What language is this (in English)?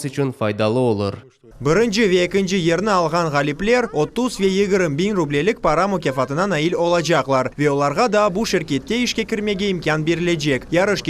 Crimean Tatar